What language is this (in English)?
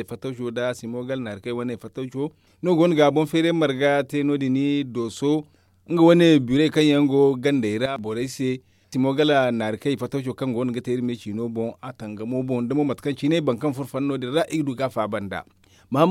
Zarma